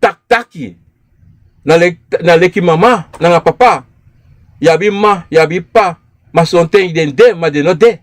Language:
Sranan Tongo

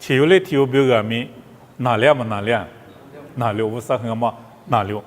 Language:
Lisu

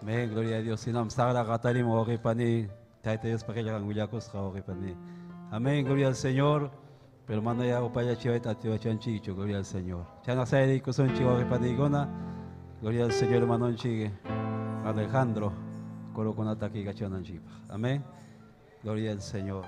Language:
Ayacucho Quechua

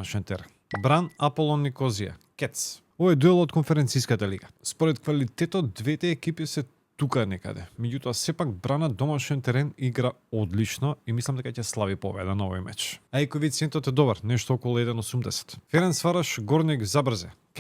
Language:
Macedonian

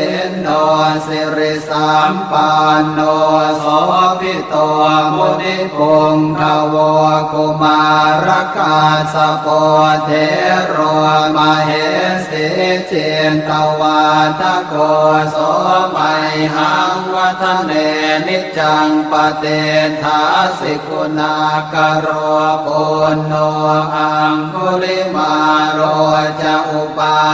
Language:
Pali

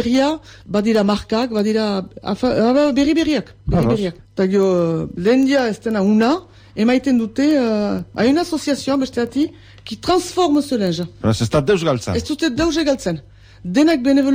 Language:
Basque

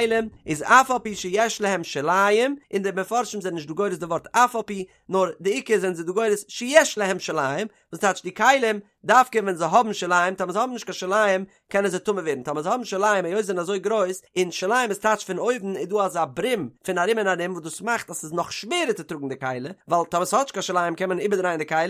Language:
Yiddish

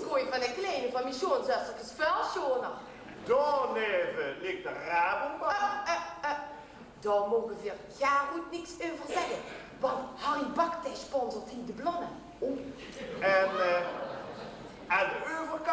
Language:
Limburgish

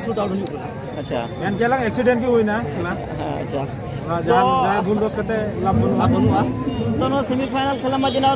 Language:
Santali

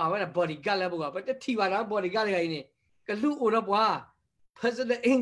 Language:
S'gaw Karen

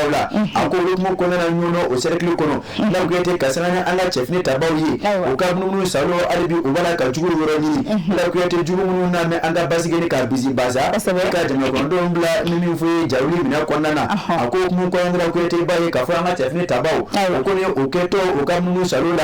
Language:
Bambara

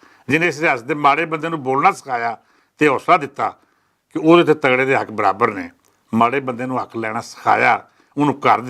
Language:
Western Panjabi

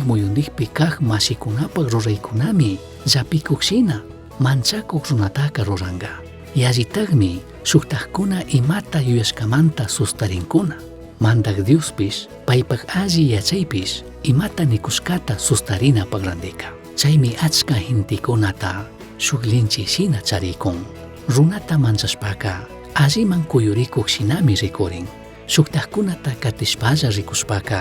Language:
Chimborazo Highland Quichua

